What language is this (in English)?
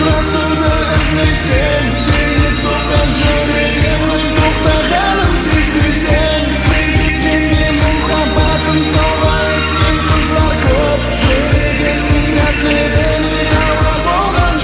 Kara-Kalpak